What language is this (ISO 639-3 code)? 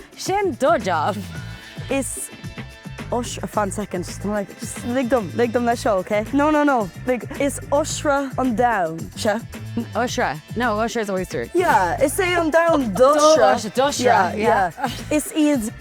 gle